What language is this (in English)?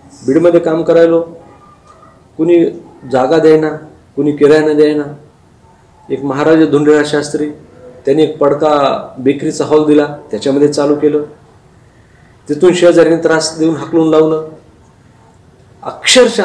Marathi